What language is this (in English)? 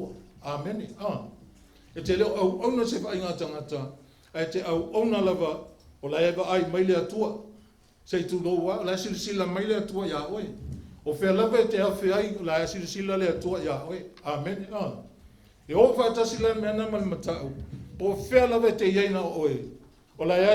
Samoan